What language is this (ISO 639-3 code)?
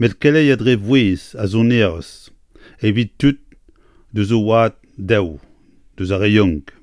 bre